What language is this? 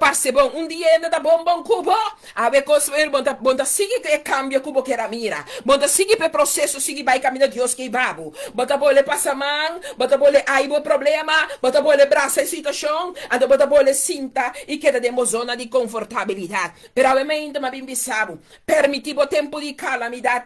Papiamento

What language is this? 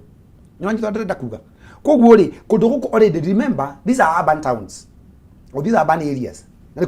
Kikuyu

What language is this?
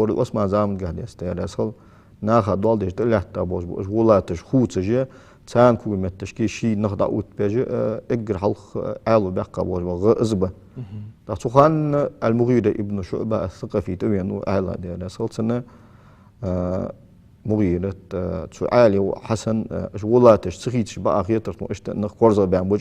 Ingush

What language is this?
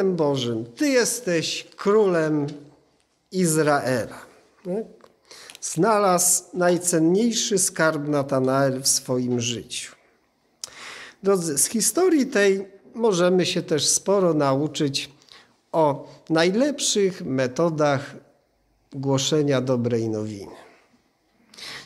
Polish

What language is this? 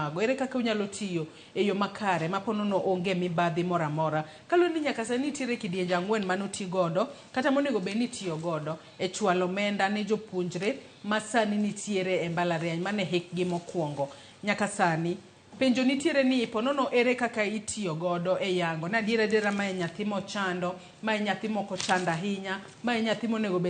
Luo (Kenya and Tanzania)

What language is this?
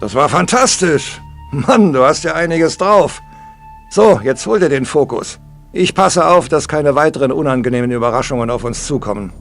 Bavarian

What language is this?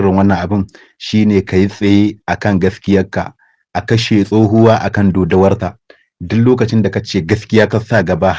Hausa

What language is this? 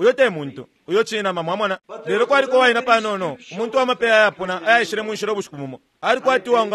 Bemba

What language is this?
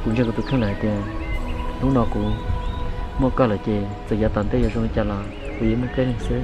Hmong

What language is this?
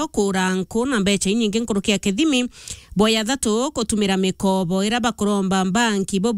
Meru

